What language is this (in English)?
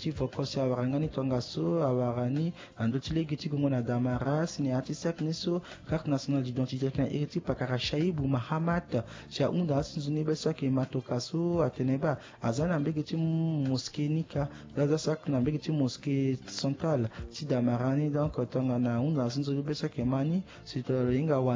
Sango